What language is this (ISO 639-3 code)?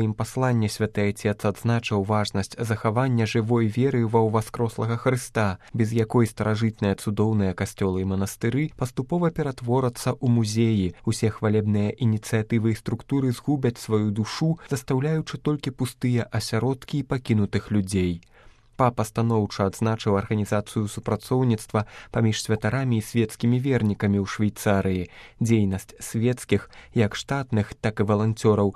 bel